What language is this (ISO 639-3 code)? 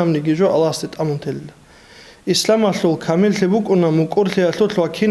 ava